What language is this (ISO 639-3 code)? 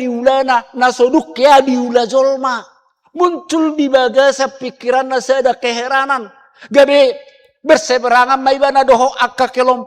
bbc